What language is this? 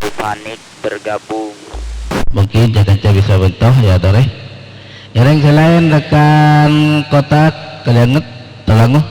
Madurese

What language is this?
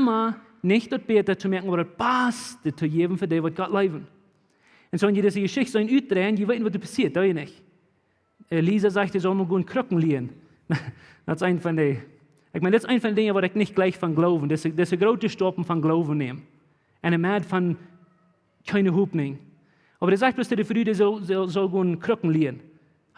Plautdietsch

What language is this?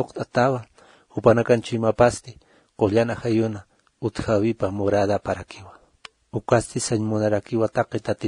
Aymara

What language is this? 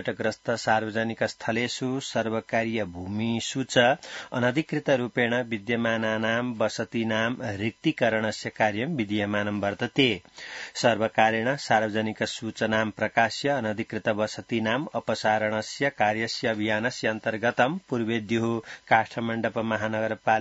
Sanskrit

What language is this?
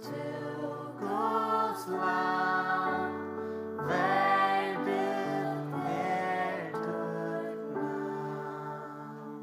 Faroese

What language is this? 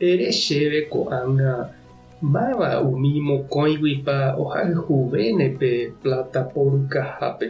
Guarani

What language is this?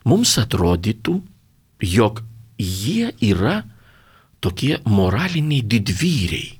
Lithuanian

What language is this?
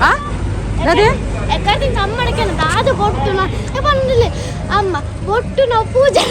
Tulu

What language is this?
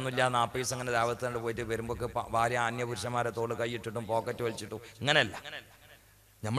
Malayalam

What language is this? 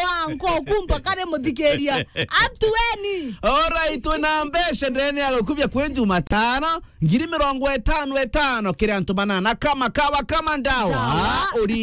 Meru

